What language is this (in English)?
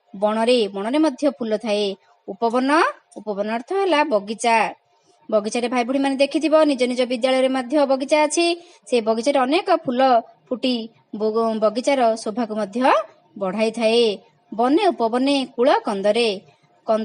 Odia